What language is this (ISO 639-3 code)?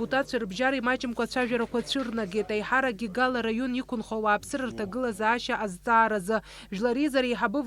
abk